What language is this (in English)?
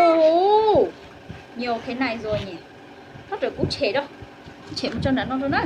Hmong